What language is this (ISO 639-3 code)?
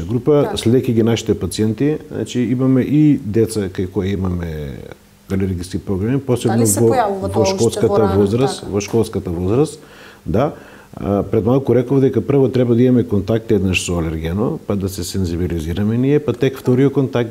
mkd